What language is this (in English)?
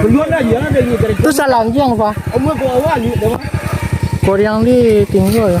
Minangkabau